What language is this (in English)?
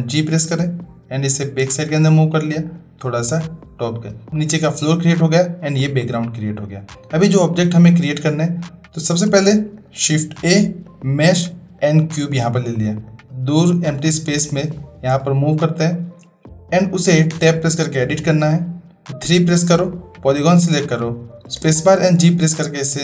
Hindi